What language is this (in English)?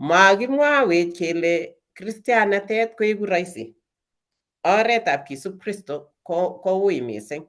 Kalenjin